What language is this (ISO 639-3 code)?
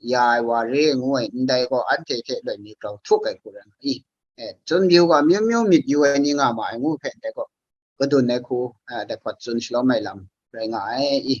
kac